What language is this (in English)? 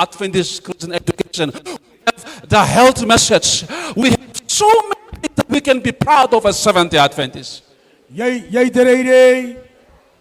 Gilbertese